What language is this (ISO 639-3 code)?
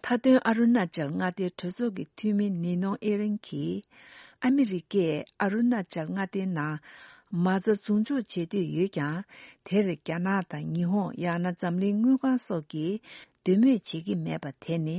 bod